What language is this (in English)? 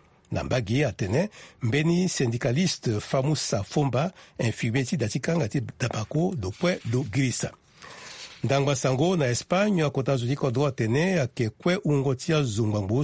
Sango